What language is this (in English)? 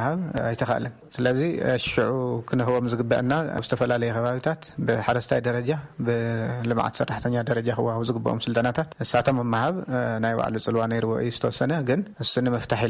Tigrinya